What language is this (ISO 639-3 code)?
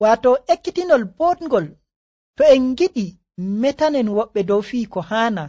fuv